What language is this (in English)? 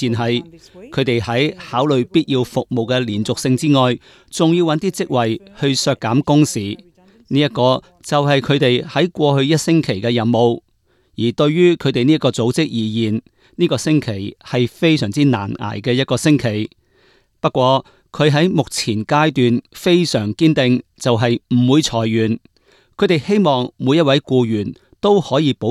Cantonese